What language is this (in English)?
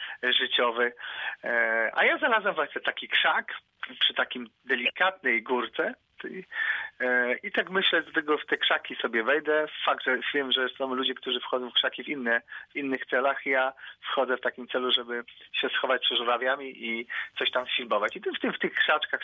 Polish